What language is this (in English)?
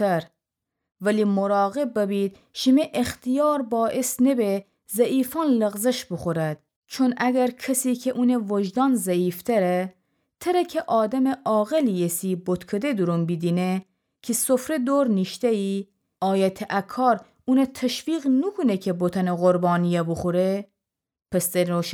Gilaki